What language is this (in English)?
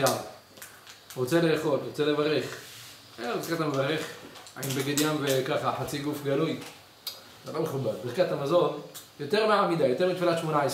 Hebrew